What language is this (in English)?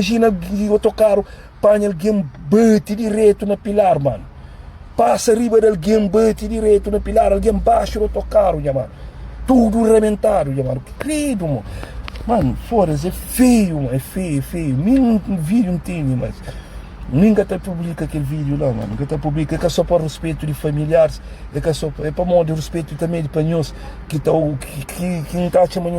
Kabuverdianu